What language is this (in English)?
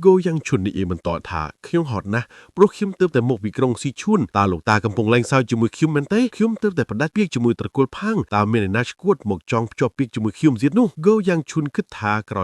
Khmer